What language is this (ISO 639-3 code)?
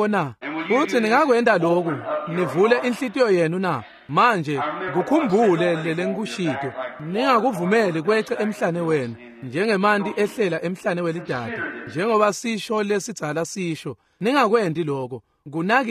ssw